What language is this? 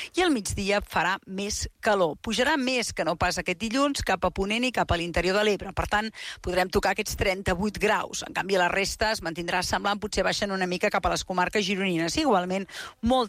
Catalan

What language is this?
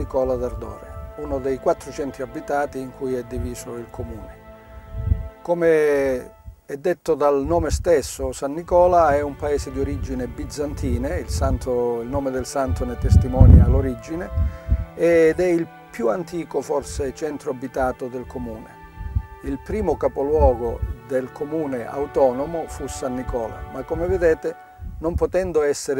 Italian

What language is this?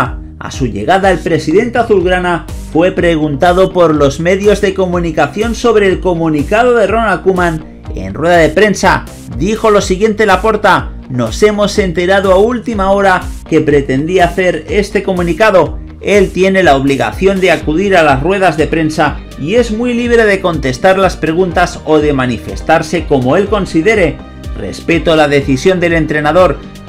Spanish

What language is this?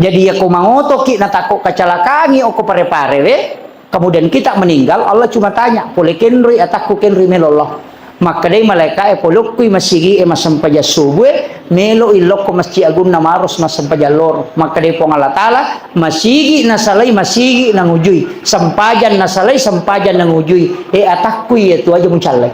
Buginese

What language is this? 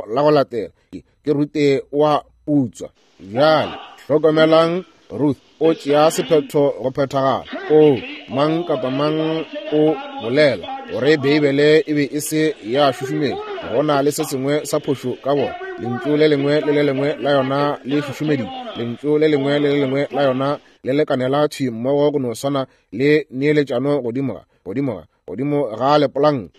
Northern Sotho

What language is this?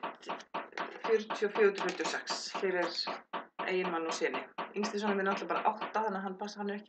Icelandic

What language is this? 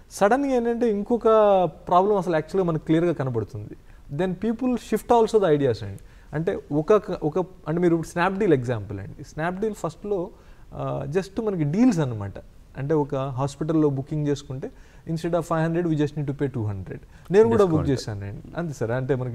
Telugu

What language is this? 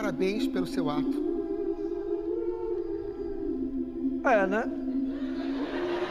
Portuguese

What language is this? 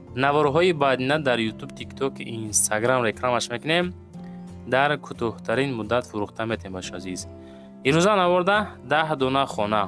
Tajik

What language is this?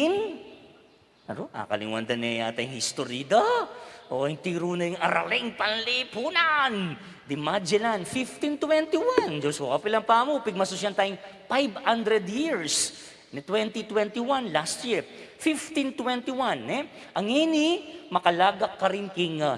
Pampanga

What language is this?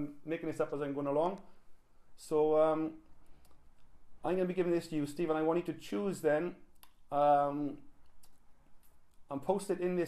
English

